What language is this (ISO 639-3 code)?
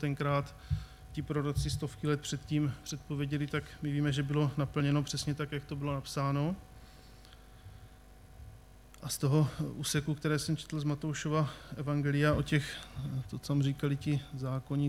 ces